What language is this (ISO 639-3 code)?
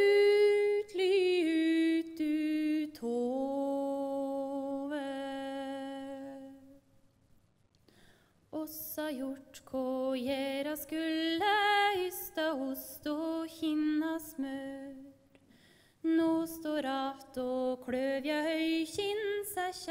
nor